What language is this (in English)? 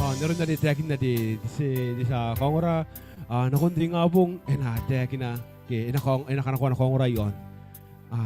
Gilbertese